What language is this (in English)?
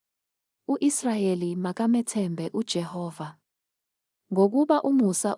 Zulu